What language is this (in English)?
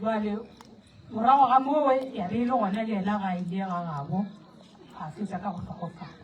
Northern Sotho